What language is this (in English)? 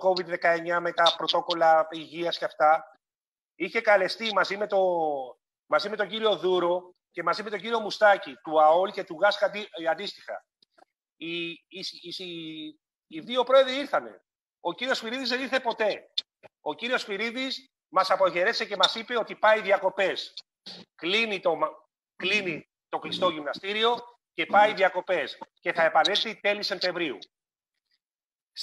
Greek